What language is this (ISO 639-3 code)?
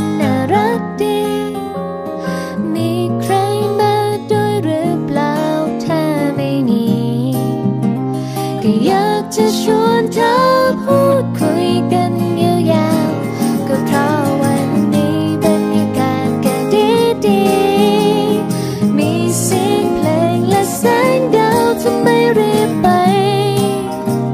tha